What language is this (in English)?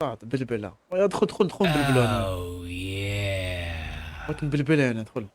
Moroccan Arabic